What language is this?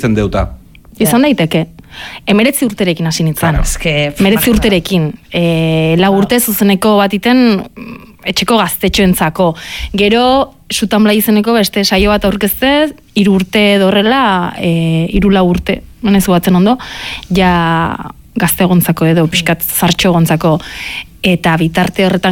Basque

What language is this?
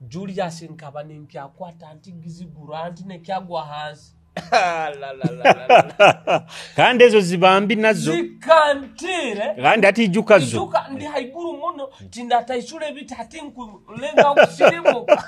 Nyoro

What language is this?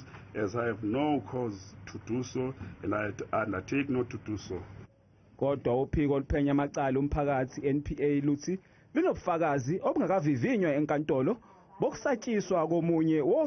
Zulu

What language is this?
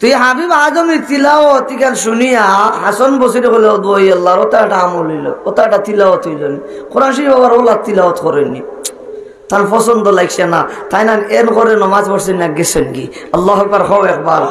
Sylheti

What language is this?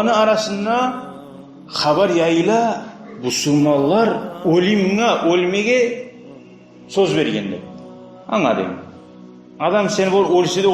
Kumyk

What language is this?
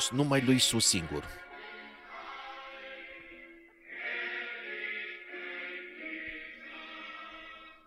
Romanian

